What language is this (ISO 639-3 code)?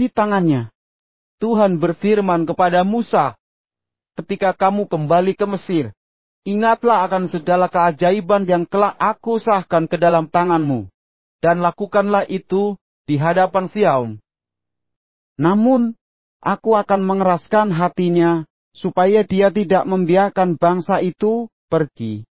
ind